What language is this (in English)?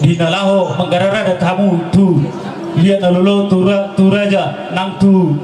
Batak Toba